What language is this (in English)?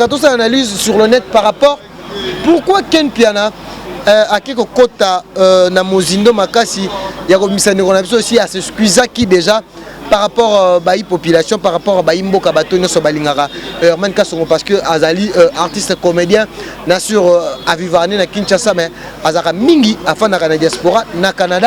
Lingala